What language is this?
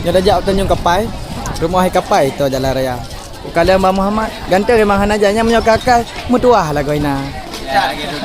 Achinese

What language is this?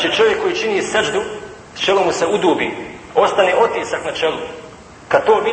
Bosnian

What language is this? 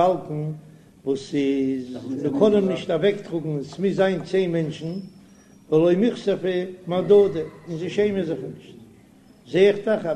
Yiddish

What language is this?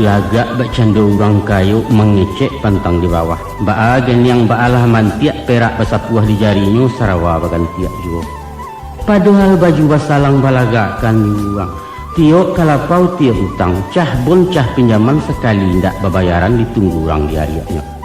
Minangkabau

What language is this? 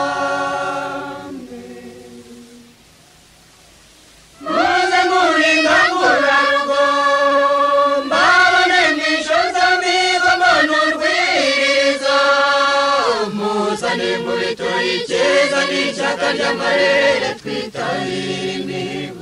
Kinyarwanda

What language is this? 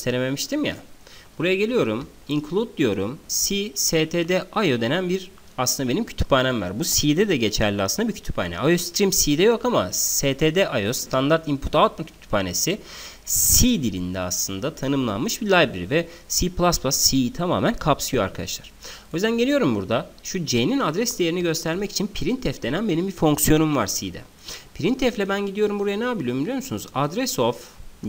Turkish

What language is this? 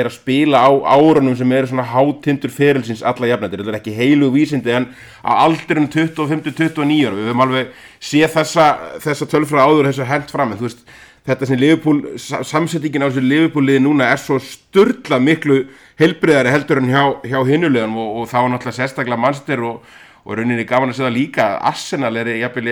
Icelandic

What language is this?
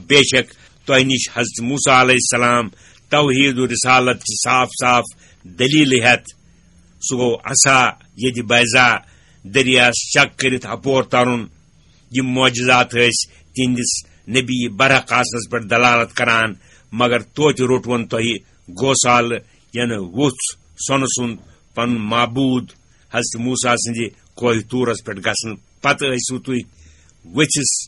Kashmiri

